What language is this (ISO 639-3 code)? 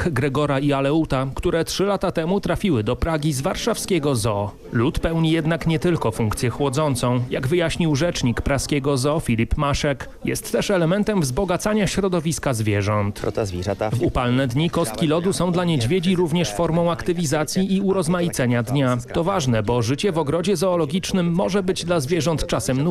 pol